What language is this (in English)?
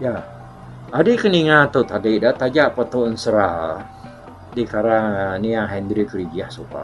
Iban